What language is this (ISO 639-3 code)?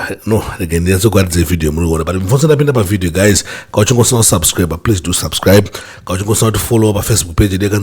sna